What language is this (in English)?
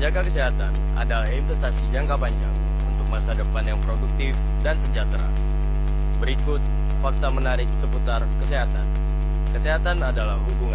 Indonesian